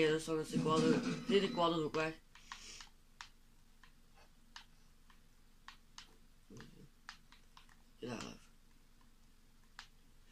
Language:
Dutch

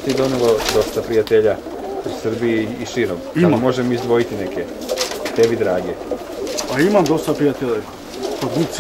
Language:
Serbian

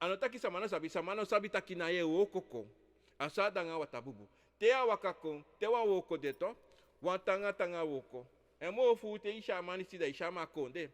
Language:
Sranan Tongo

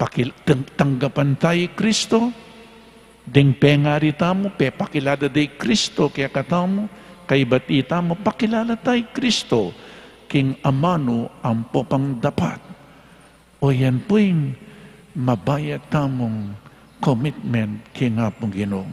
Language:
Pampanga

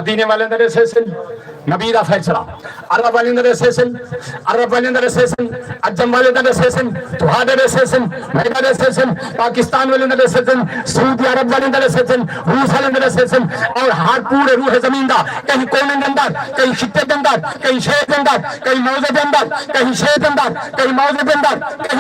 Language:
Saraiki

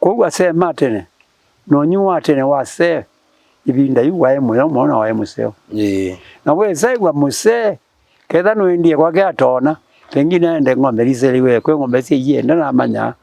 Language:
Kamba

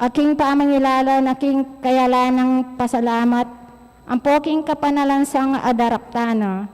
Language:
Pampanga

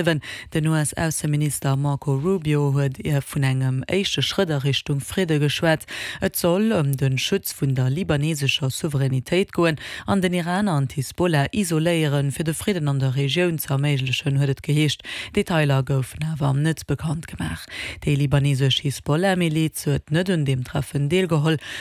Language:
Luxembourgish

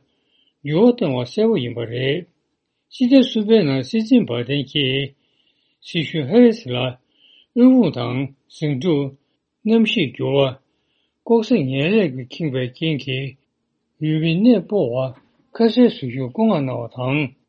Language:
Tibetan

